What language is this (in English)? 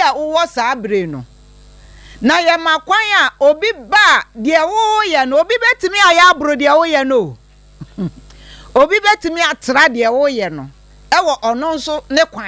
Akan